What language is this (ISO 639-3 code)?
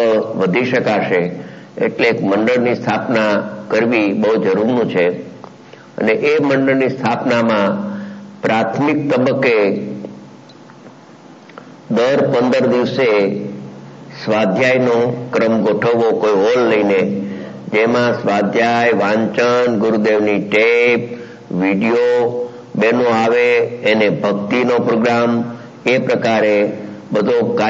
guj